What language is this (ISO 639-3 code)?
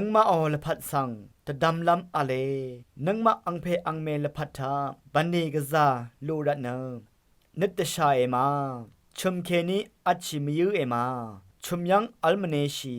raw